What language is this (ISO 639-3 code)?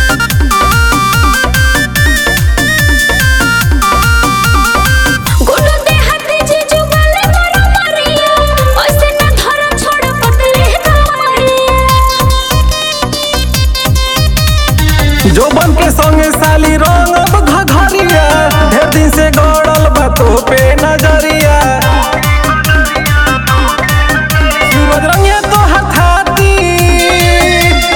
bho